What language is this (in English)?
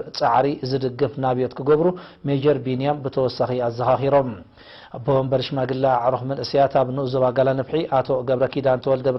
Tigrinya